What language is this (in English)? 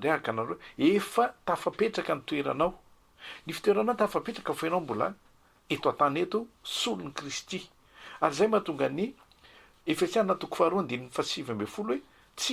Malagasy